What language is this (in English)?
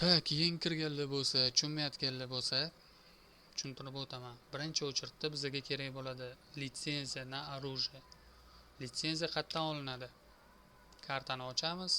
Uzbek